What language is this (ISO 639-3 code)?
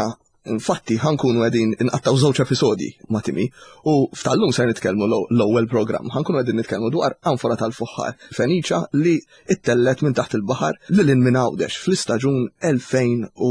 mlt